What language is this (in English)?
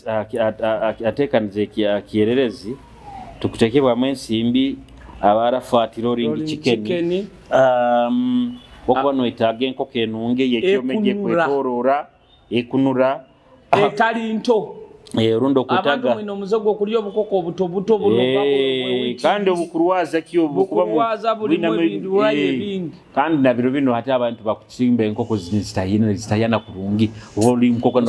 Nyoro